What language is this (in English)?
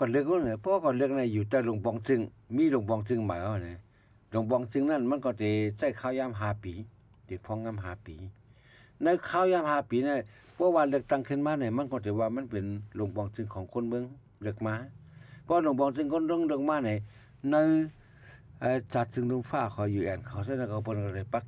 Shan